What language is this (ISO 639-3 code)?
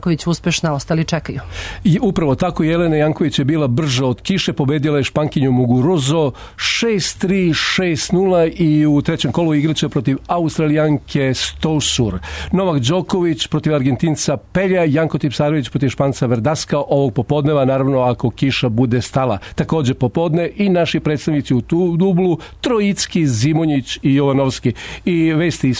srp